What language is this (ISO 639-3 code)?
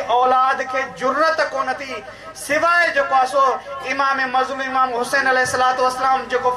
snd